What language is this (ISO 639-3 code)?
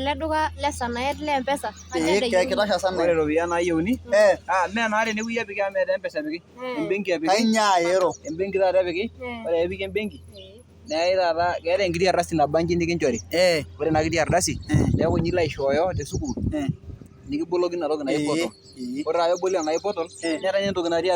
mas